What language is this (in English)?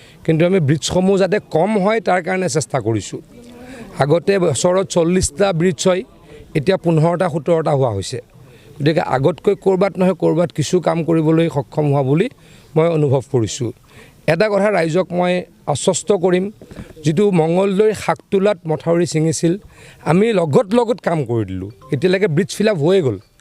Assamese